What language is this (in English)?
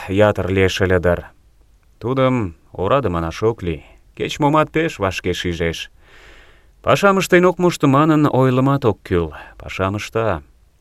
Mari